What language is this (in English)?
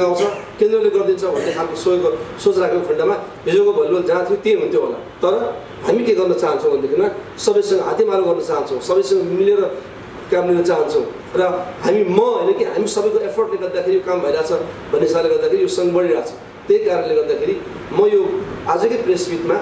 Nepali